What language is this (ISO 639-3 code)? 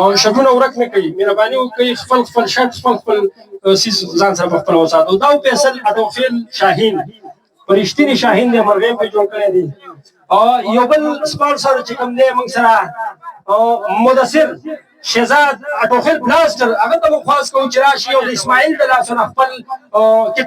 pus